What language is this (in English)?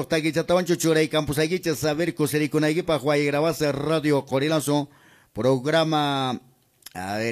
Quechua